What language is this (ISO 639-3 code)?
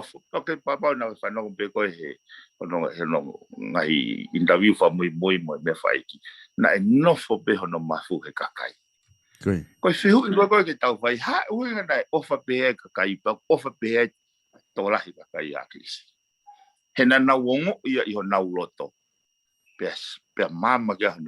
ton